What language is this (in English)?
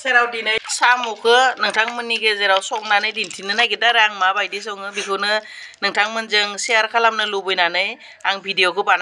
Bodo